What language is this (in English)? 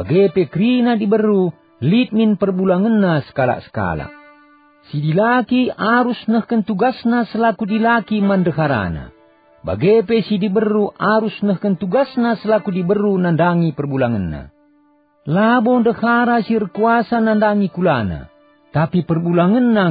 Batak Karo